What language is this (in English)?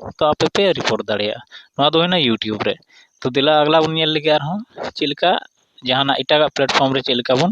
Santali